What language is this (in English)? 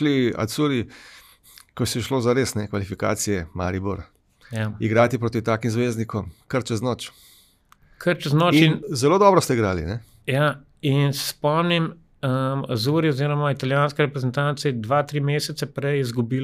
Slovenian